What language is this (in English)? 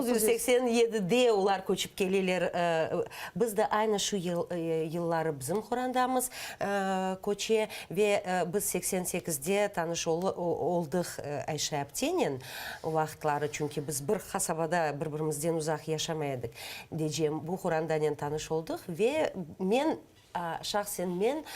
Crimean Tatar